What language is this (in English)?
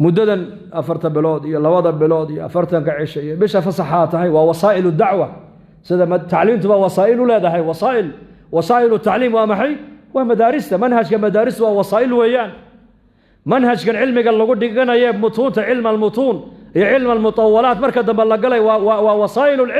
Somali